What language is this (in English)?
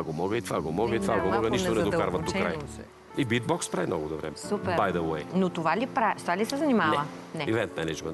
Bulgarian